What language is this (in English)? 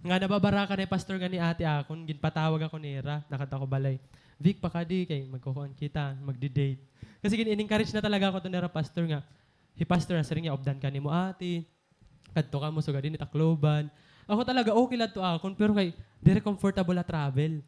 Waray